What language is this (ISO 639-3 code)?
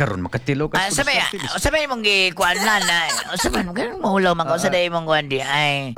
ceb